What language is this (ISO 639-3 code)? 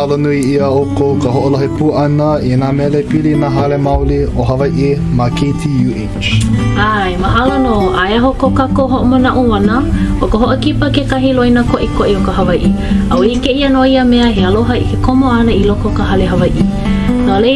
haw